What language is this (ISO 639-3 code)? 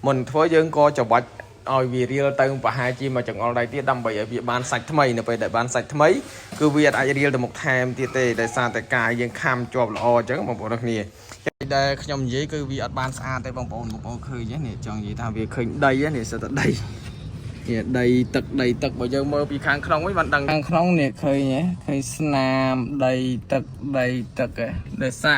khm